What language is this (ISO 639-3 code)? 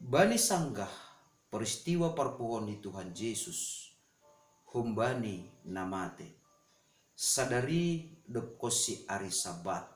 bts